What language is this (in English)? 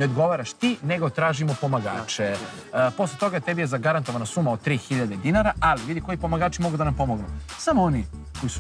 Serbian